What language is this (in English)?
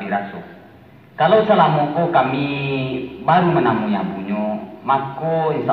Minangkabau